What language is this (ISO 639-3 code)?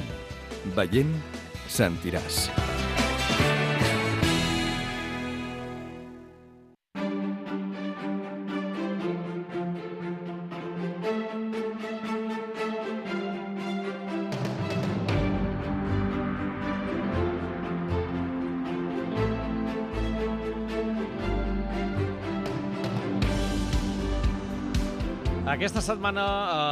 cat